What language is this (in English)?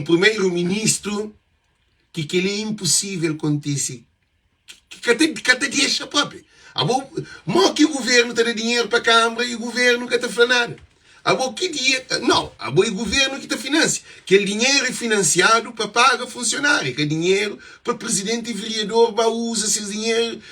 Kabuverdianu